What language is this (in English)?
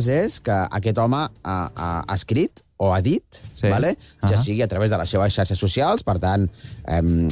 Catalan